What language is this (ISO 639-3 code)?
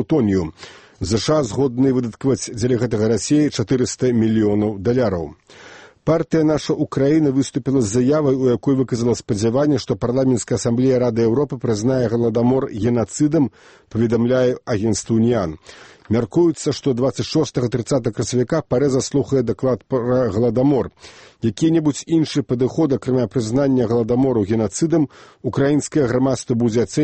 bel